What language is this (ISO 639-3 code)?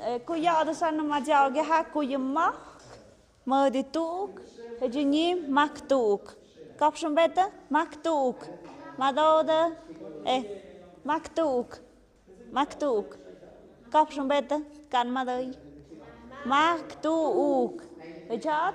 mxp